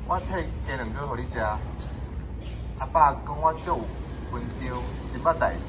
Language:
Min Nan Chinese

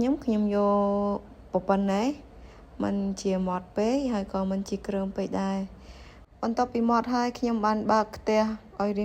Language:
Khmer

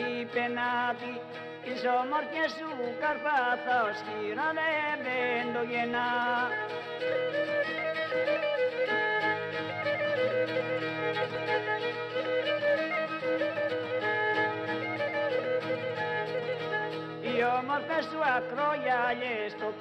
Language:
Greek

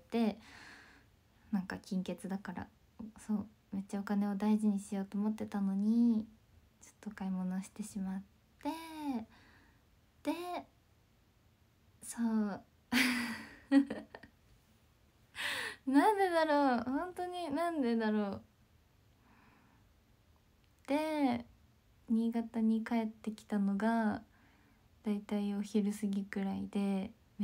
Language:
Japanese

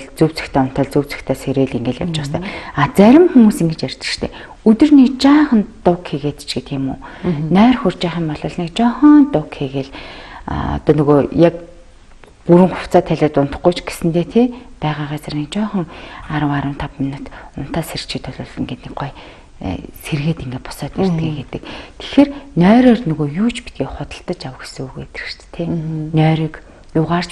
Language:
Mongolian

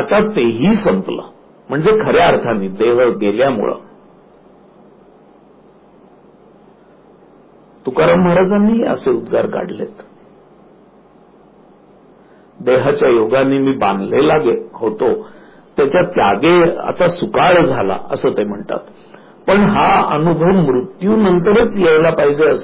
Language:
Marathi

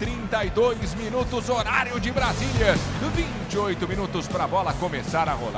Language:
Portuguese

